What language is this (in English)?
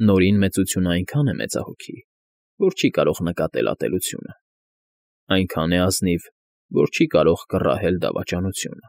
Armenian